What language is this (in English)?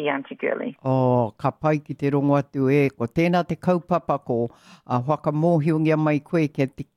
Māori